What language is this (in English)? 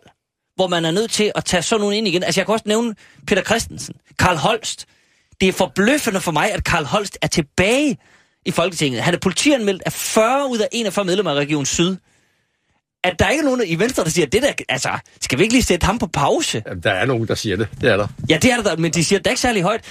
Danish